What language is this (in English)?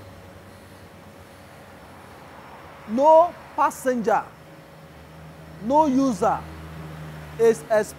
English